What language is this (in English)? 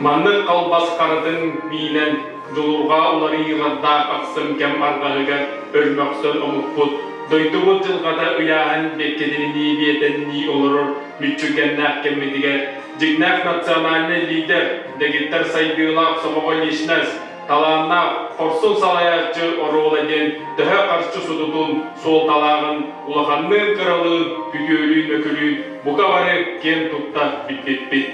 Yakut